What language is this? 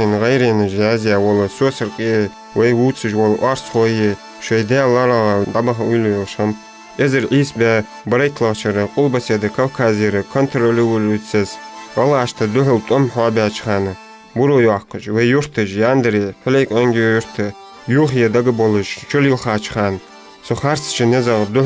Ingush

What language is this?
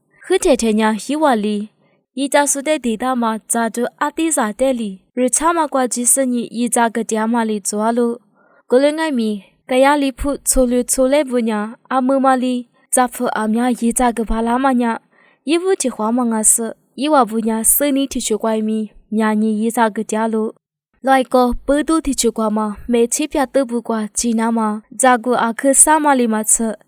Lisu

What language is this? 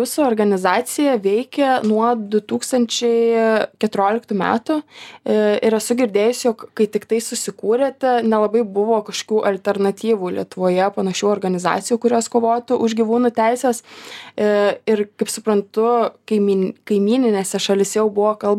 Lithuanian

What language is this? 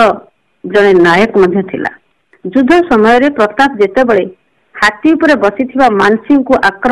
Odia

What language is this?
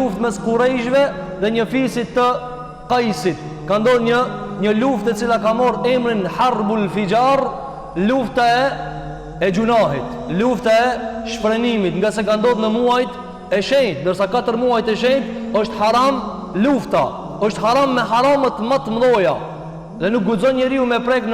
Albanian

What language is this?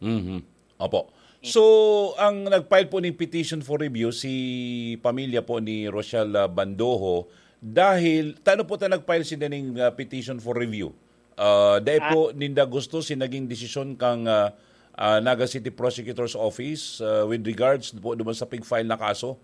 Bikol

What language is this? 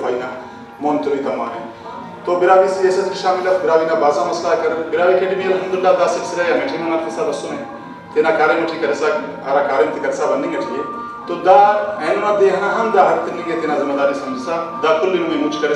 Brahui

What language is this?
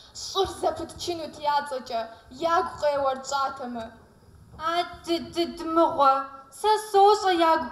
Kabardian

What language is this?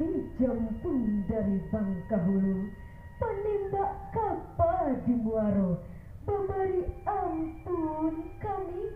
Minangkabau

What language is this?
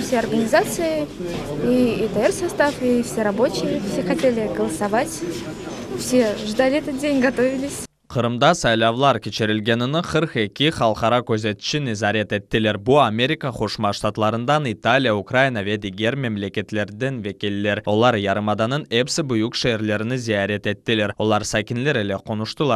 Crimean Tatar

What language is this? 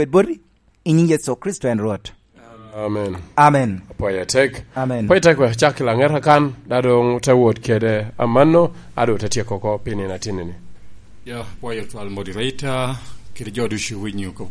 Lango (Uganda)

